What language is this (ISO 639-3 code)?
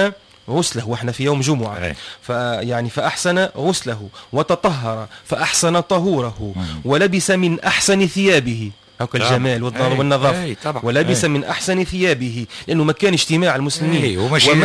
aeb